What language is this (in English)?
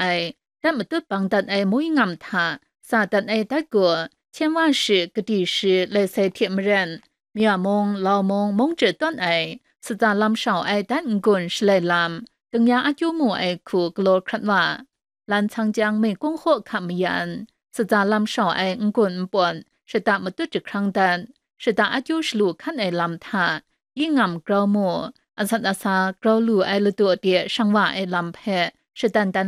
Kachin